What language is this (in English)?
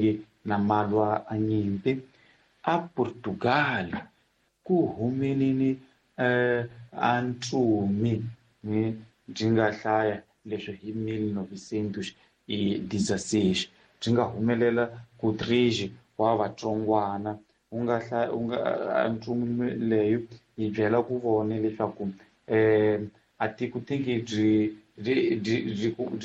Tsonga